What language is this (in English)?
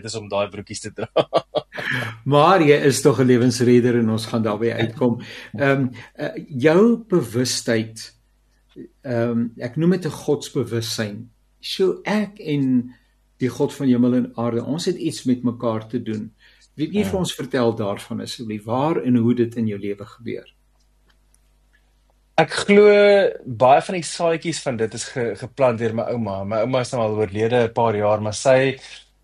Afrikaans